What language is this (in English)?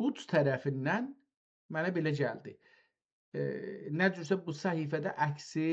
South Azerbaijani